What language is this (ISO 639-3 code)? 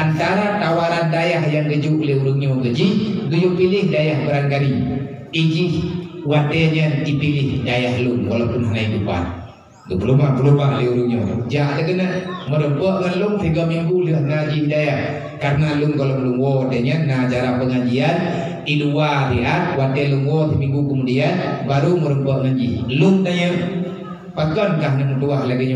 ace